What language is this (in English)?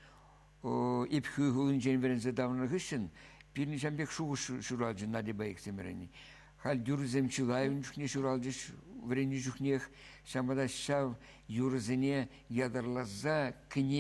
Chuvash